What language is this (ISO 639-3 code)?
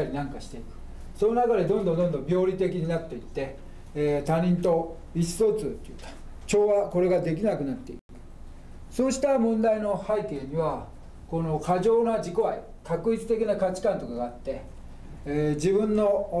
jpn